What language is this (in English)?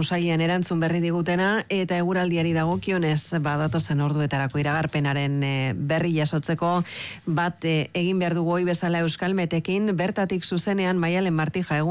Basque